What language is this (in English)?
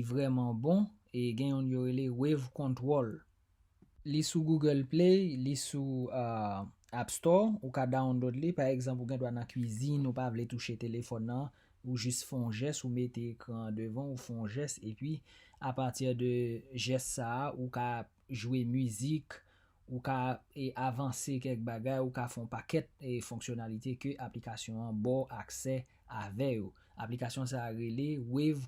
Haitian Creole